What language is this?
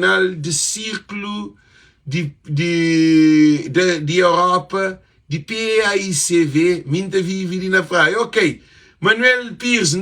Kabuverdianu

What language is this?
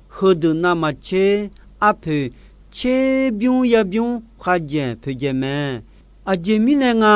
Akha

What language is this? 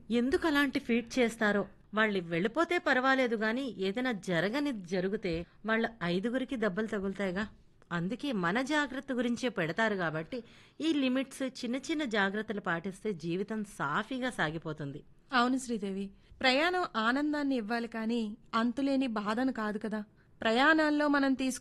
Telugu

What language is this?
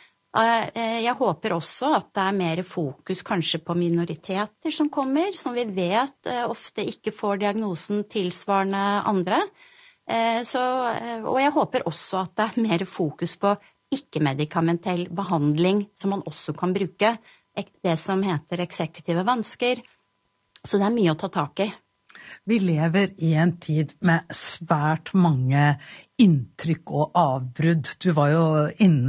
Norwegian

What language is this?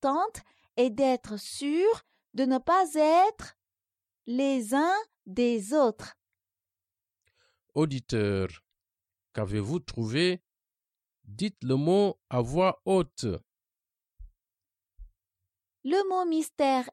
French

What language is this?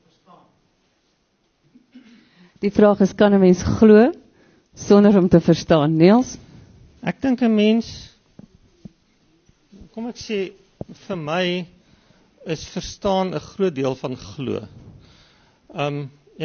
Afrikaans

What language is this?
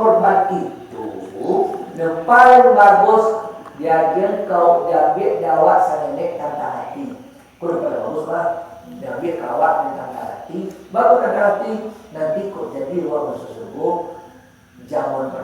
Minangkabau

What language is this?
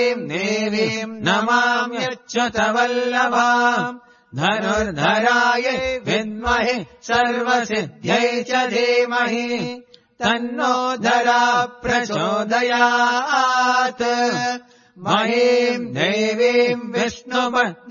Sanskrit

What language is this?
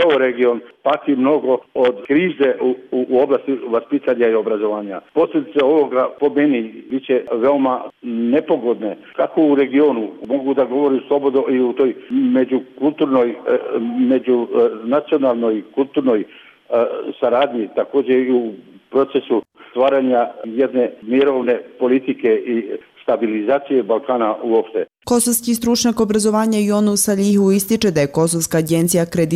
Bosnian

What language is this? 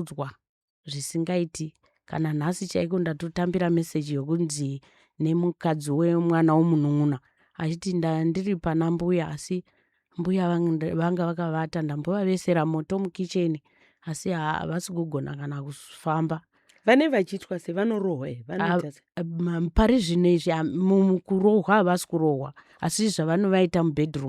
Shona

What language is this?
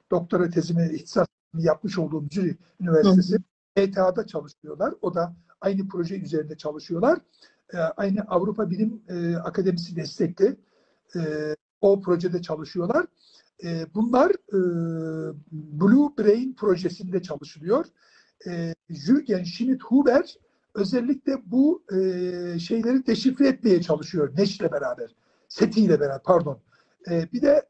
Turkish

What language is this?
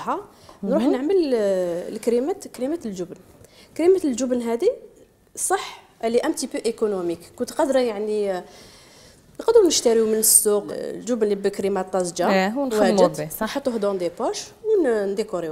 Algerian Arabic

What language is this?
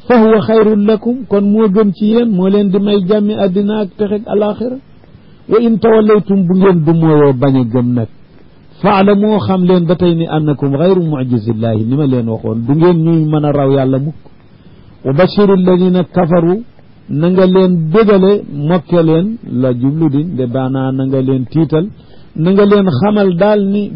Wolof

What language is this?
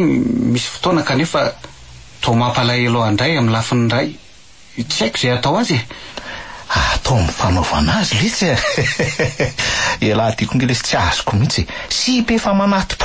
Malagasy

